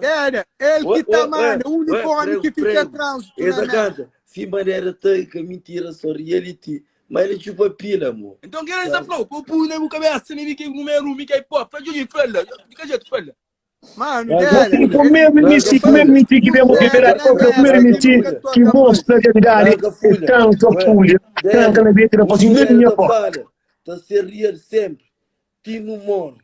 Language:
Kabuverdianu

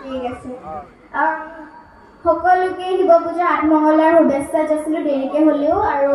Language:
Assamese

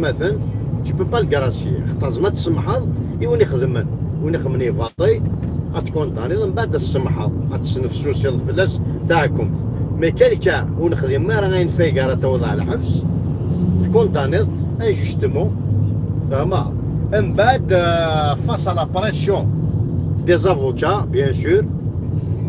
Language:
Kabyle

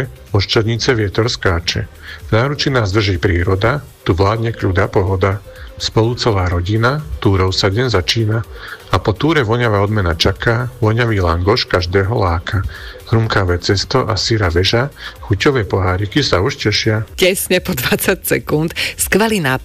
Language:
Slovak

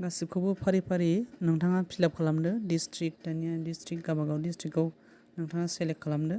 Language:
Bodo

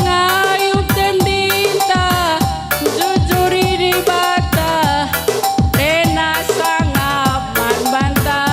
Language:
Batak Karo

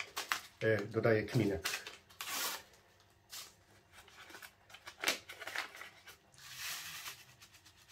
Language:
Polish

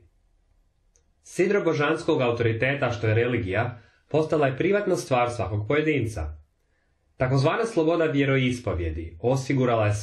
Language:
Croatian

